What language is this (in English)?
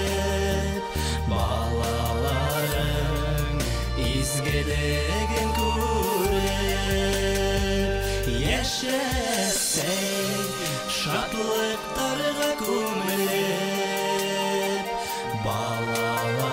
Bashkir